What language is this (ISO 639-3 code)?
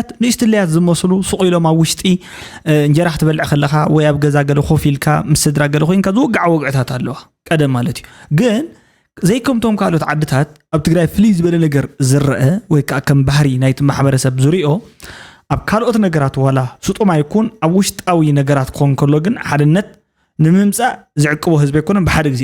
tir